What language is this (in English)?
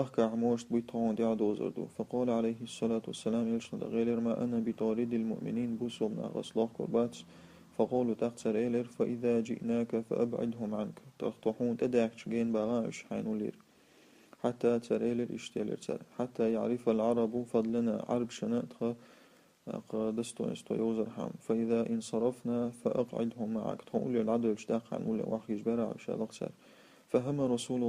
Chechen